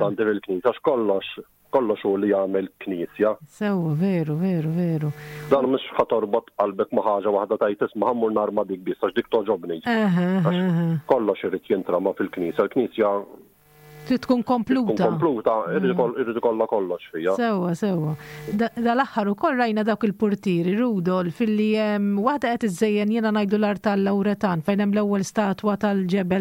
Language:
Maltese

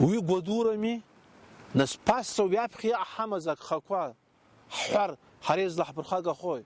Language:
Abkhazian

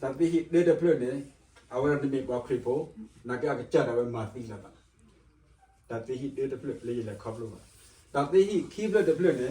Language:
S'gaw Karen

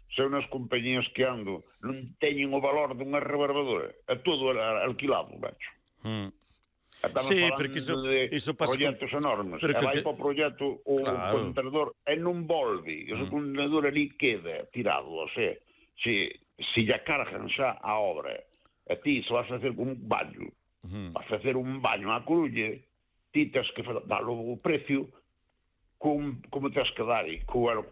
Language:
Galician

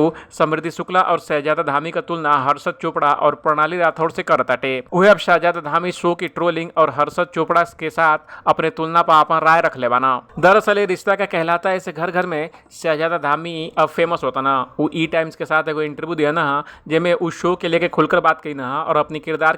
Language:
Bhojpuri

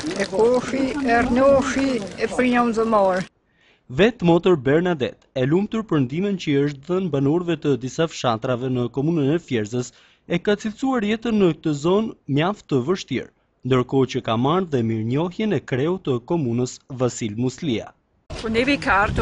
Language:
Albanian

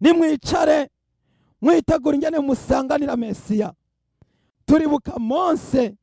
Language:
Rundi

